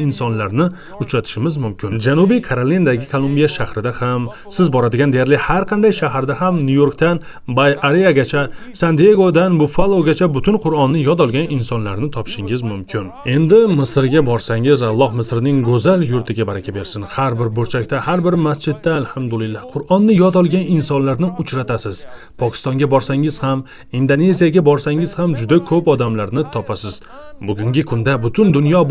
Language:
Uzbek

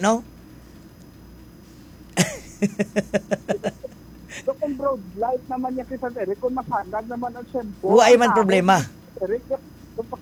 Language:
Filipino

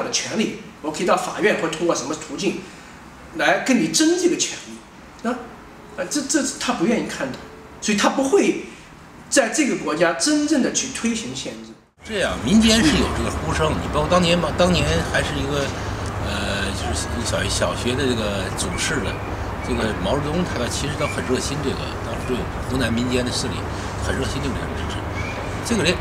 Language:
Chinese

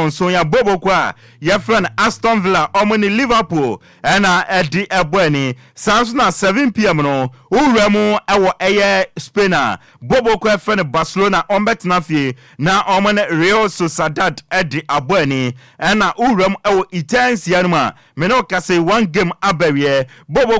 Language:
Akan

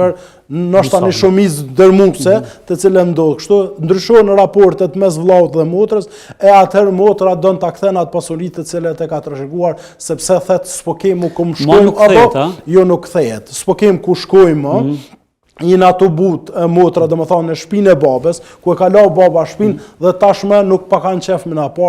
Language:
Albanian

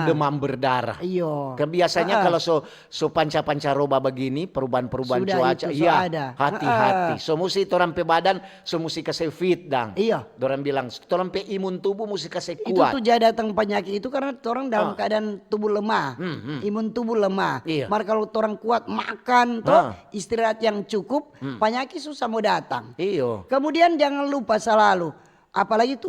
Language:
Manado Malay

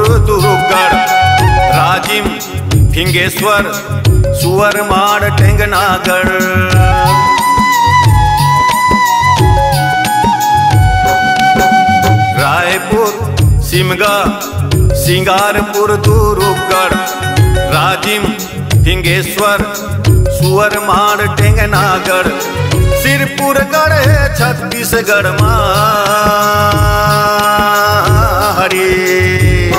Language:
Chhattisgarhi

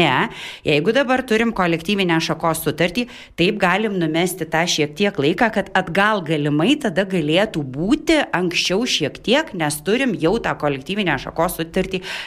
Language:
Lithuanian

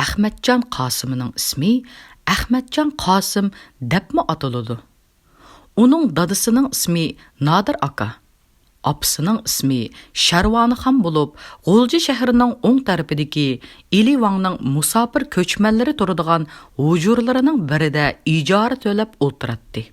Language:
Uyghur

